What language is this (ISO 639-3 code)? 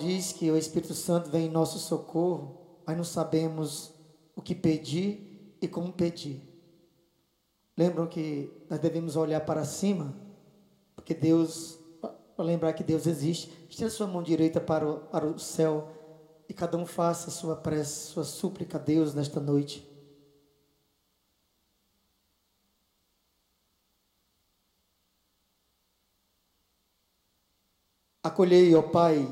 por